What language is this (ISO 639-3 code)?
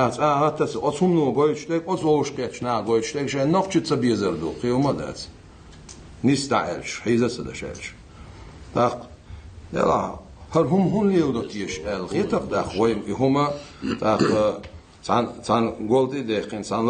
inh